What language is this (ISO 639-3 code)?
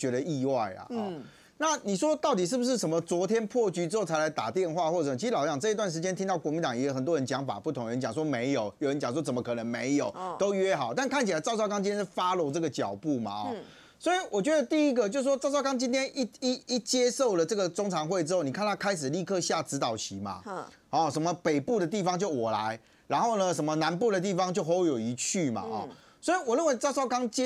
zho